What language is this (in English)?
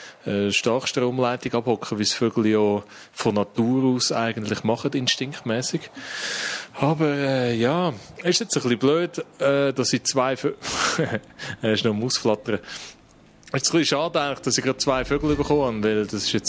Swiss German